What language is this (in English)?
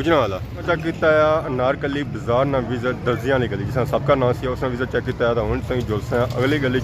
Pahari-Potwari